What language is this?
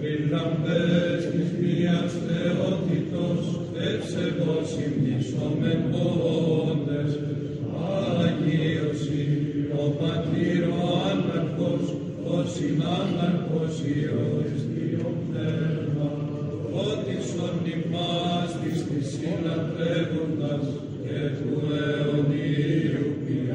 Greek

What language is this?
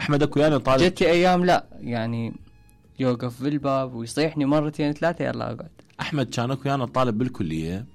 Mesopotamian Arabic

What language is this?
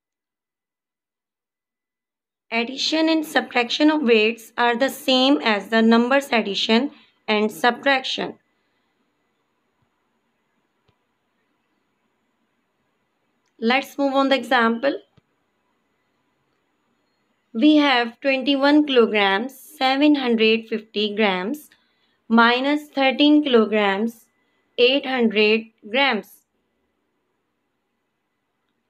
English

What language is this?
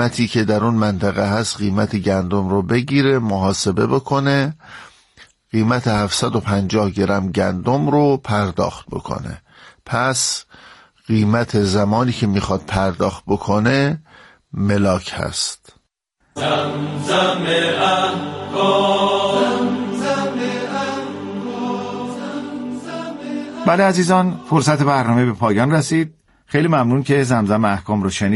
Persian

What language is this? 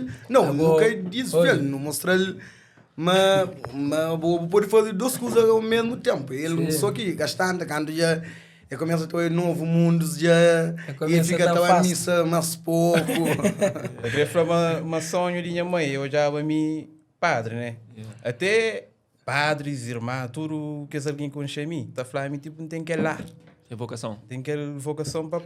Kabuverdianu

